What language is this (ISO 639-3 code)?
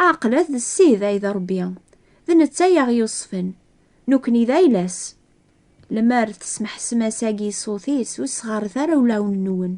kab